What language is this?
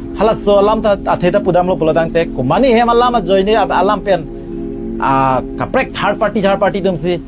Karbi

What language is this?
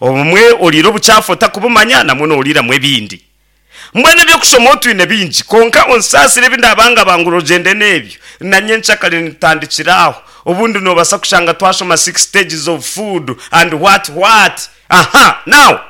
Nyankole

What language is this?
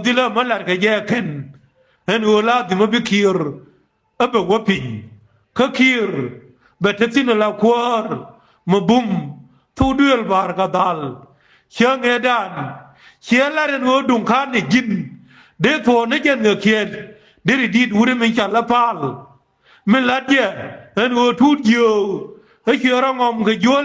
Nuer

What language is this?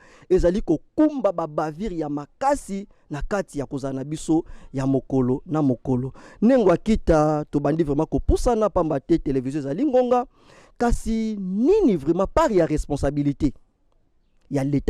Lingala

